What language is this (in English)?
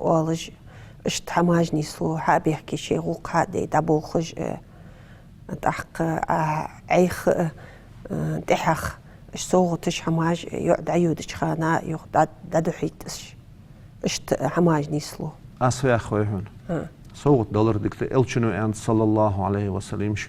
Ingush